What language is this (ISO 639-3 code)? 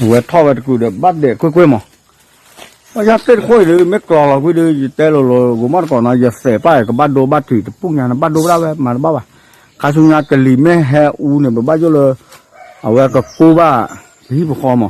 ksw